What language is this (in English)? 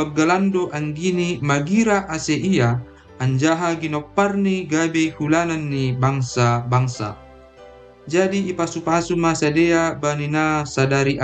Batak Simalungun